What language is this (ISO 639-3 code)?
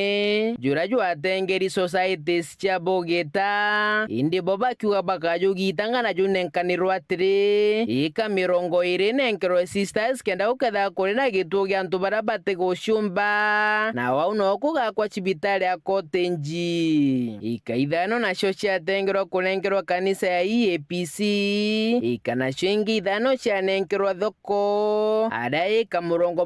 mer